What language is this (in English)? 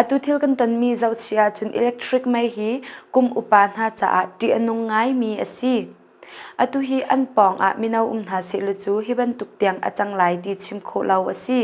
Hakha Chin